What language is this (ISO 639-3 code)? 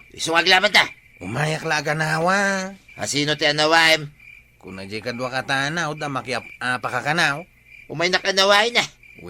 ilo